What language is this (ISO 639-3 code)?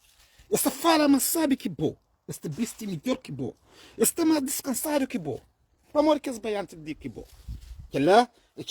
kea